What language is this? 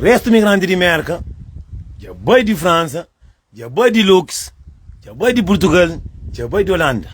Kabuverdianu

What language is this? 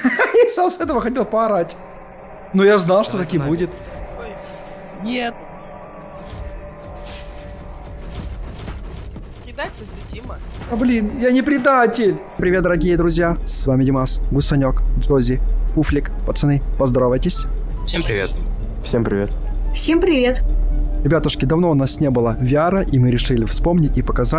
Russian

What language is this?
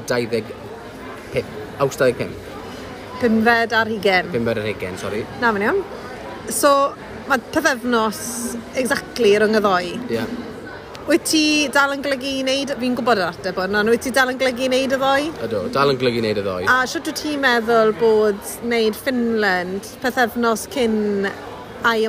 Welsh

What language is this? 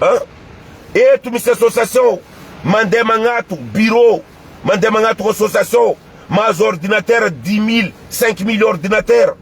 Malagasy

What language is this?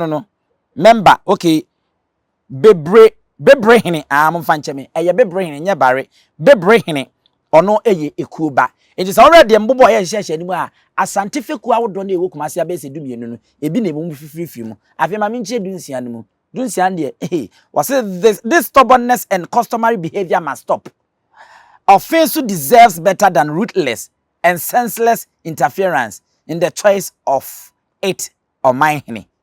Akan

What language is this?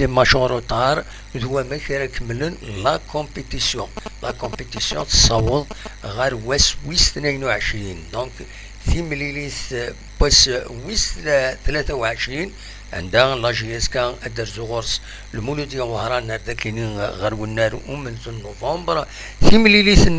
Kabyle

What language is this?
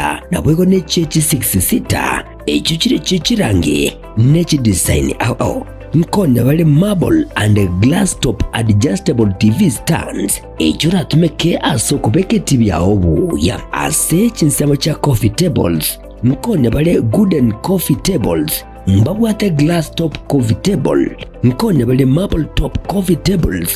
Gusii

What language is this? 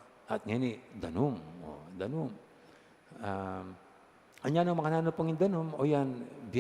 Pampanga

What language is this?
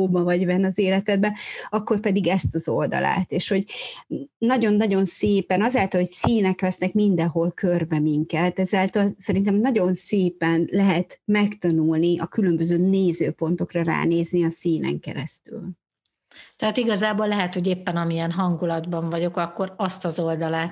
Hungarian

